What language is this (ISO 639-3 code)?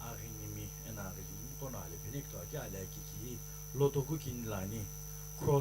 nsm